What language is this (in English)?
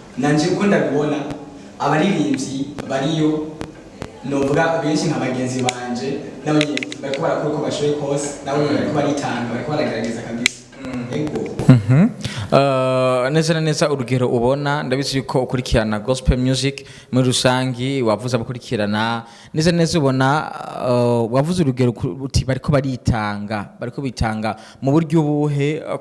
Rundi